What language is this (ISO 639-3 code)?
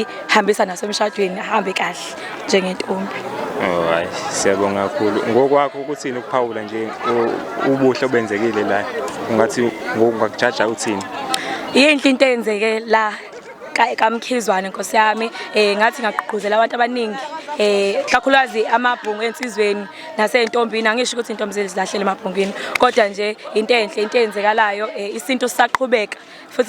zul